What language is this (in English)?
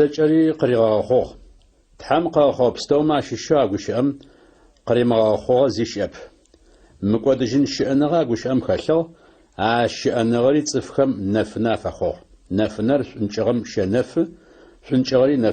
Adyghe